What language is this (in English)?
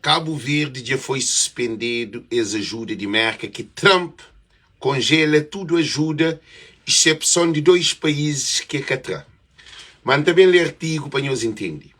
Kabuverdianu